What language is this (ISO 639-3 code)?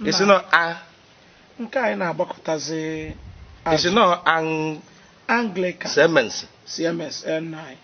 ibo